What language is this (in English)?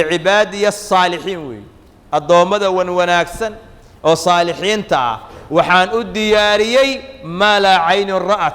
Somali